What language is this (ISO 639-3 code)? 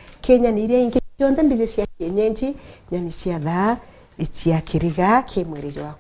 mer